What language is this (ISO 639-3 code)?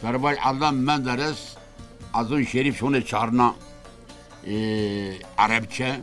zza